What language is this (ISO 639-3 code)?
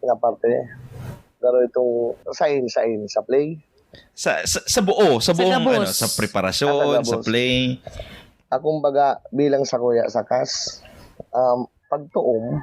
bik